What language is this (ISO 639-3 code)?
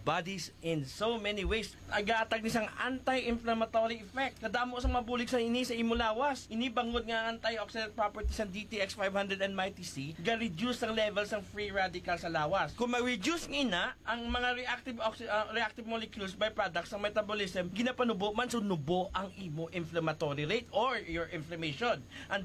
hil